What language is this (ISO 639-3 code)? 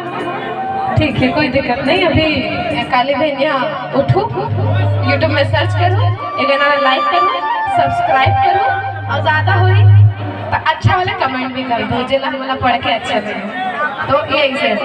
hne